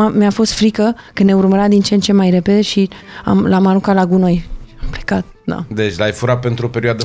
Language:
Romanian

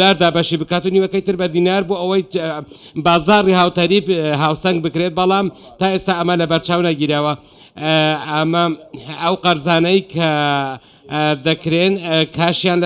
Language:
Central Kurdish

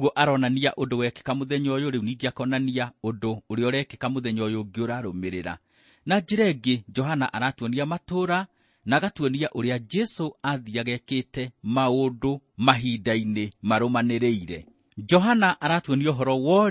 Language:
Kikuyu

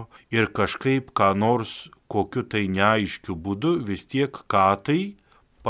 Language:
Lithuanian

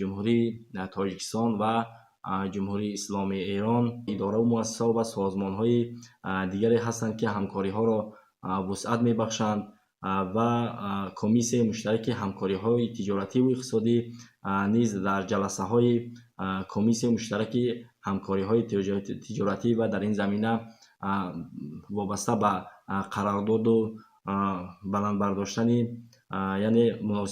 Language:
Tajik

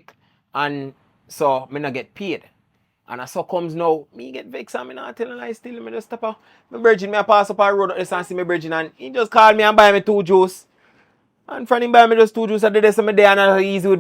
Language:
Jamaican Creole English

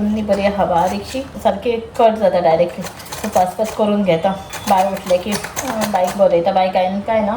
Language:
Konkani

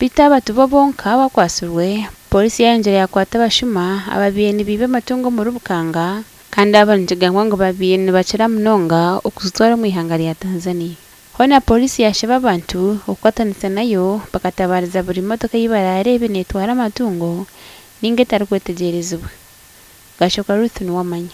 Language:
Nyankole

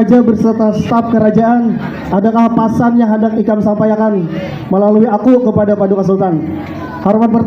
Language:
Banjar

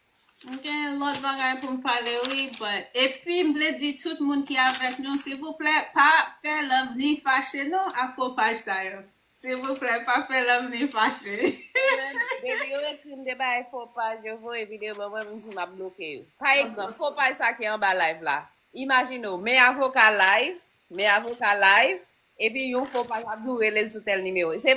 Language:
Haitian Creole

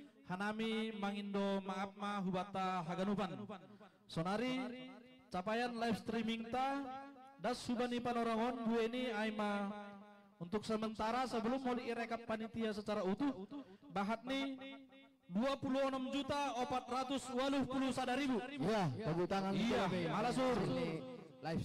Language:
Batak Simalungun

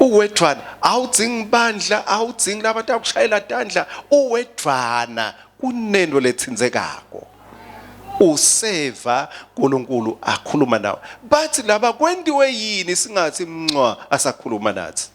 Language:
Swati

